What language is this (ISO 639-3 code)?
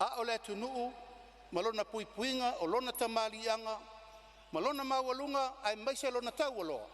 smo